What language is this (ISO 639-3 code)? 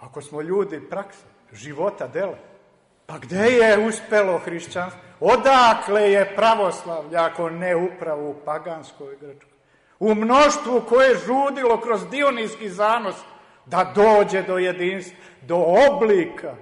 srp